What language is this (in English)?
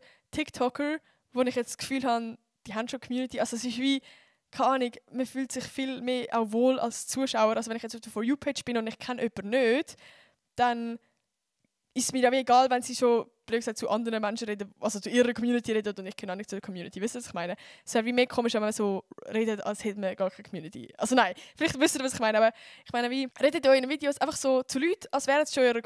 Swiss German